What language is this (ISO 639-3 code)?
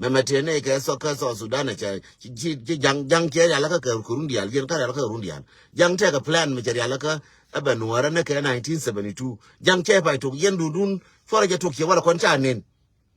nus